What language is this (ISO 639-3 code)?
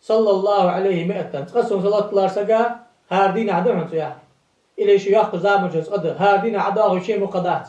inh